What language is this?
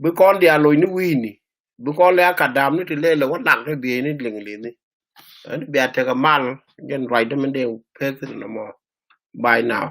Nuer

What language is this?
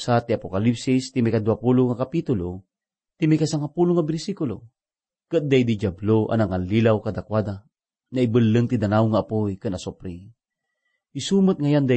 Iloko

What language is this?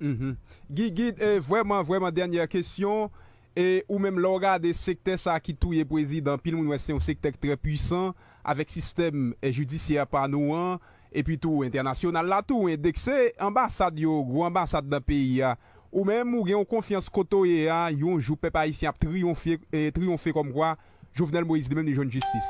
Haitian Creole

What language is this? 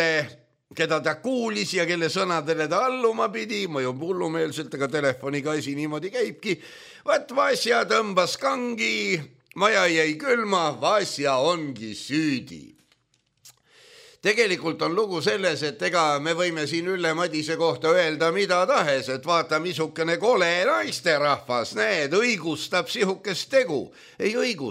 Estonian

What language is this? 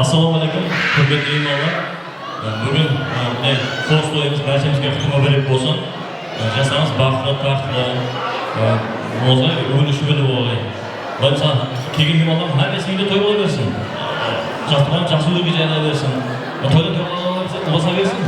Kara-Kalpak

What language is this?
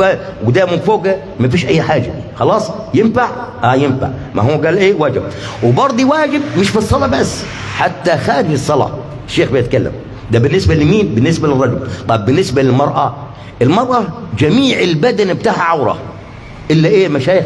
Egyptian Arabic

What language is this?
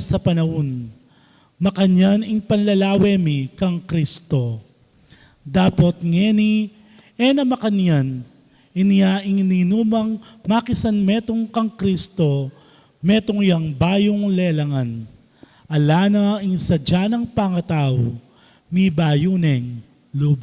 Pampanga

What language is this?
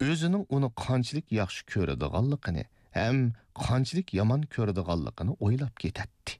Uyghur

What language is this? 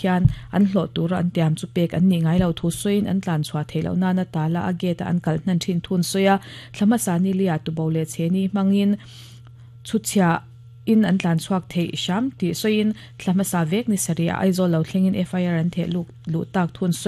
Mizo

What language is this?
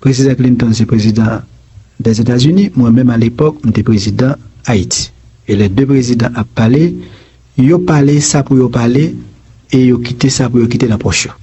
Haitian Creole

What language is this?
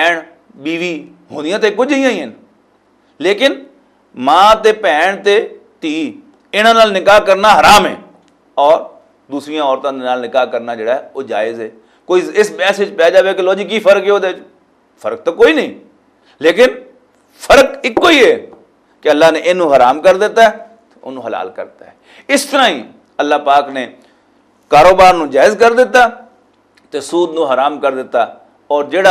Western Panjabi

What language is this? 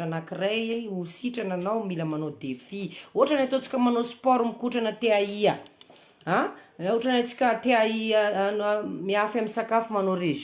Malagasy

